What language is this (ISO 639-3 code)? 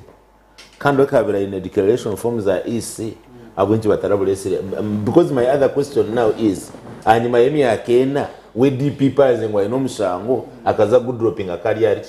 nyn